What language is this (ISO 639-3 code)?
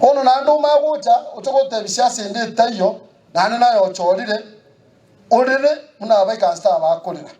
guz